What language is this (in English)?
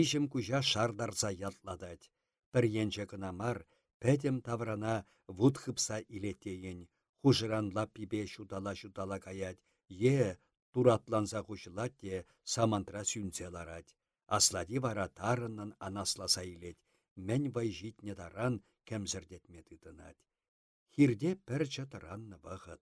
Chuvash